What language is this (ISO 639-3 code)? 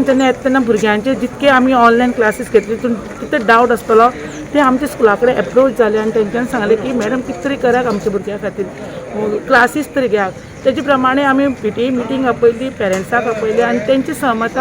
kok